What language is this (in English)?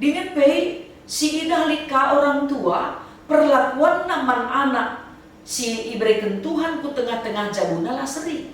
Batak Karo